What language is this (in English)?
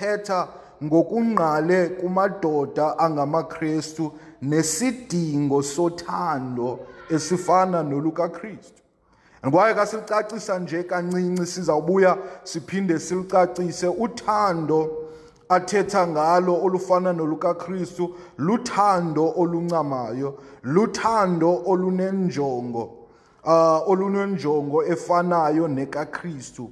Xhosa